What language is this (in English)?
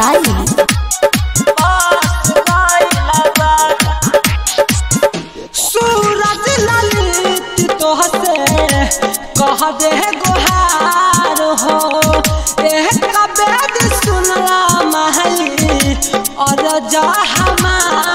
Bhojpuri